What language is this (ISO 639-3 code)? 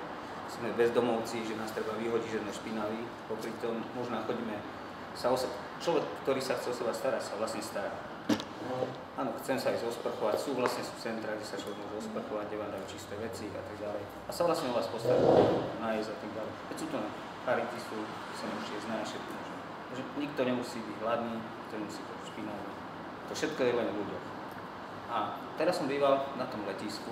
slk